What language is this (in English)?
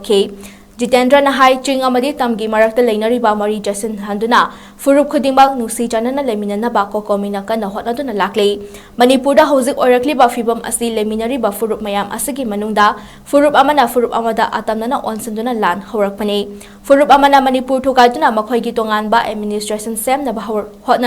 Manipuri